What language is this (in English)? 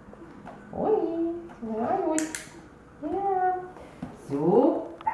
Estonian